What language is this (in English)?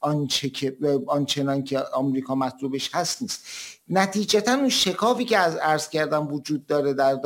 Persian